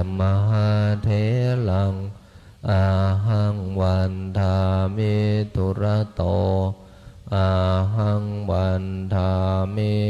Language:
Pali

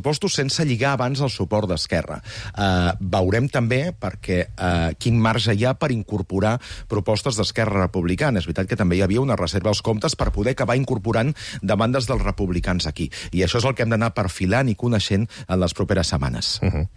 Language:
Catalan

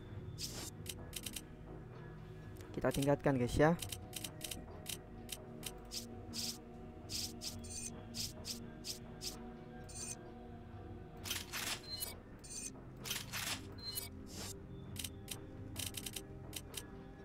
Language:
Indonesian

